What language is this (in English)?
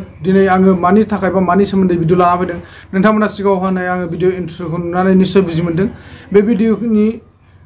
Bodo